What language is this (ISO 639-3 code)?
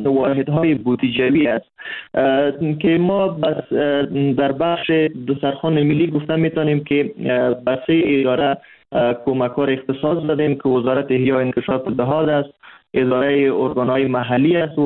fas